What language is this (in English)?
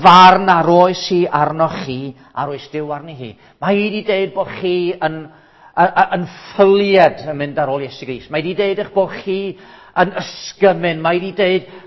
Welsh